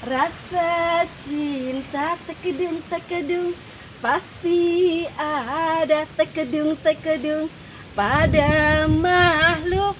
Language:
Betawi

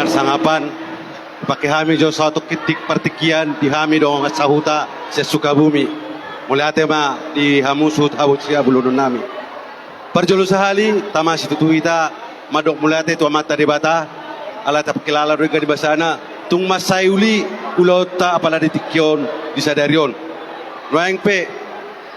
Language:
Batak Toba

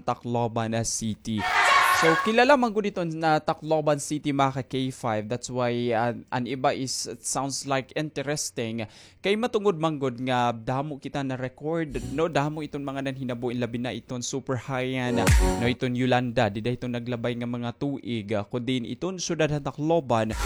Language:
Waray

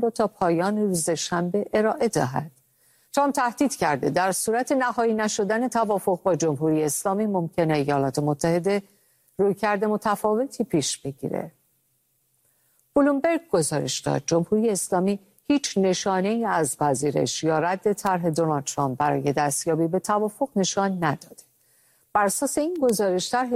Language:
Persian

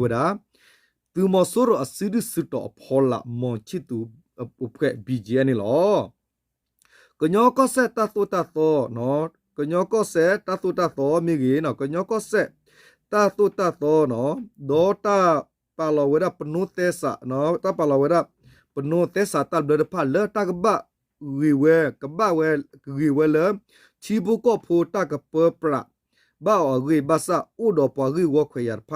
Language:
S'gaw Karen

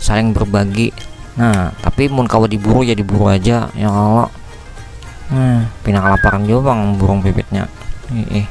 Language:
Banjar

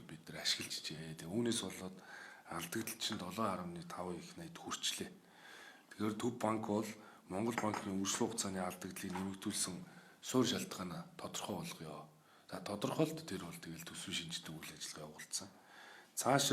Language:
Mongolian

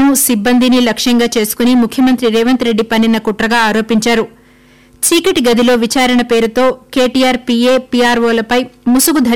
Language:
Telugu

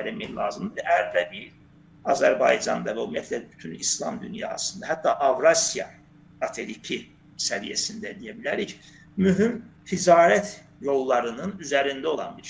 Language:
Azerbaijani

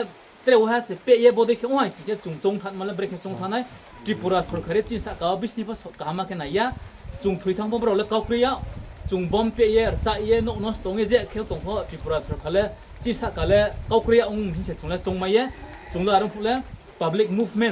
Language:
Riang (India)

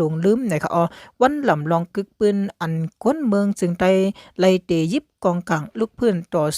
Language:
Shan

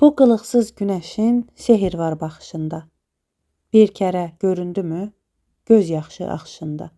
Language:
Azerbaijani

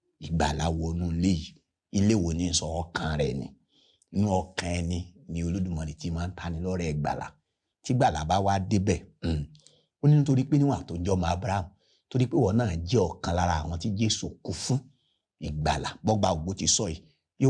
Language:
Yoruba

